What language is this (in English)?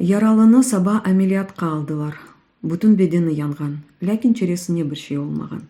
Crimean Tatar